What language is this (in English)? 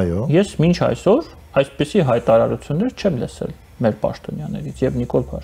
Armenian